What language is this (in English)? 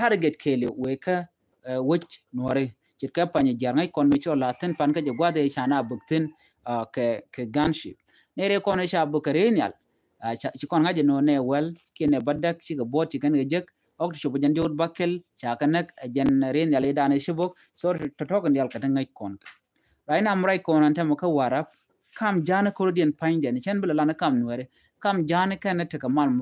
Nuer